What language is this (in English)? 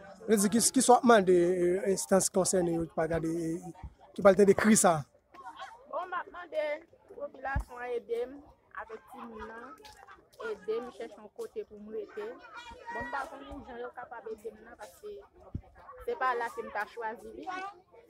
Haitian Creole